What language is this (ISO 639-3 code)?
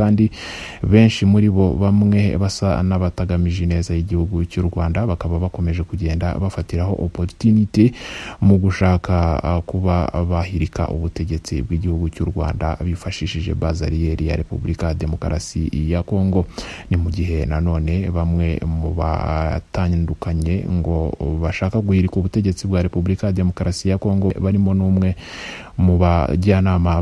kin